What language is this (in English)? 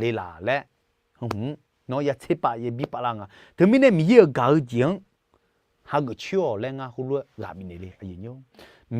Akha